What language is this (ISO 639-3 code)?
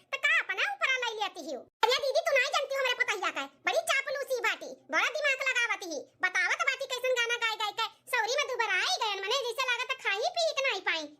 awa